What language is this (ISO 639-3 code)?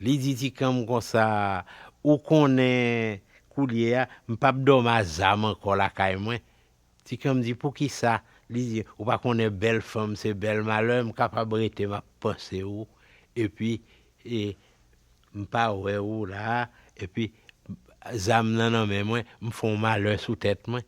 hat